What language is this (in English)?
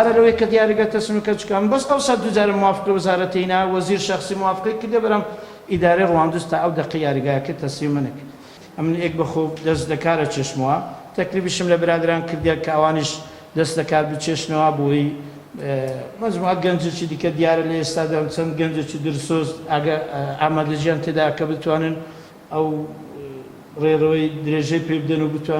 Central Kurdish